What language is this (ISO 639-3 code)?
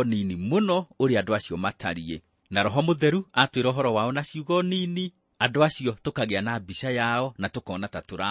kik